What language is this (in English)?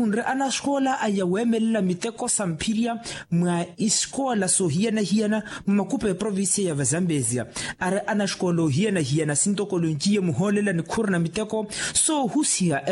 Makhuwa